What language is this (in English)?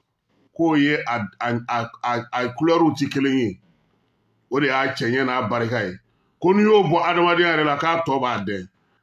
Bambara